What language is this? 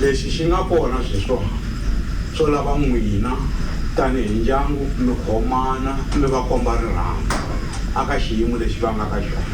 Tsonga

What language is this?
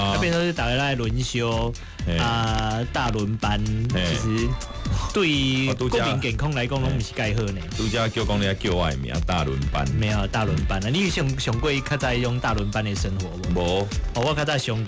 Min Nan Chinese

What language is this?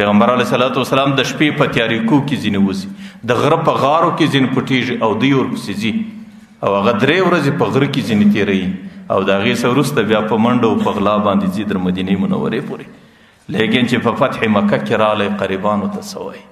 Pashto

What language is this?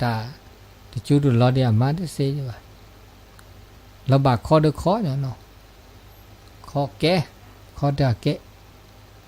S'gaw Karen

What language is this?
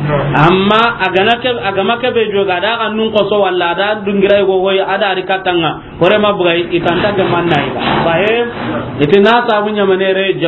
Soninke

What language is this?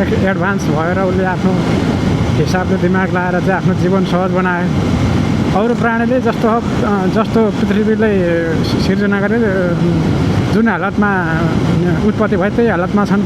Nepali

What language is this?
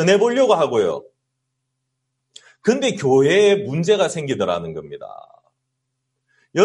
Korean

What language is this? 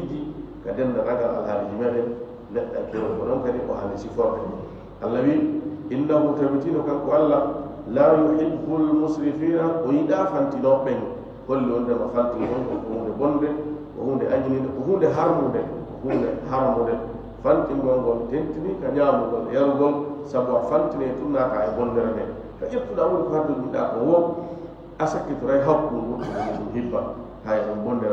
Fula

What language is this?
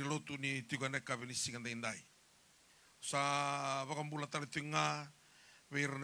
Fijian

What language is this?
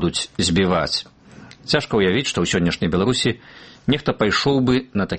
Belarusian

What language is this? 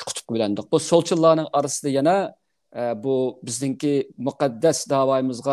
Uyghur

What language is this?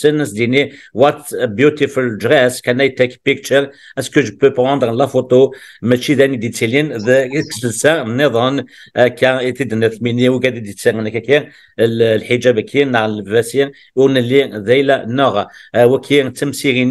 Kabyle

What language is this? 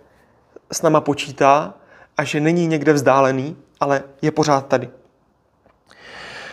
Czech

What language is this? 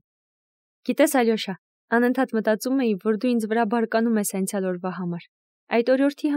Armenian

